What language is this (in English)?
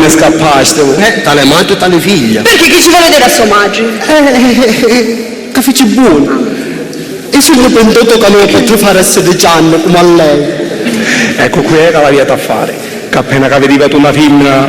Sicilian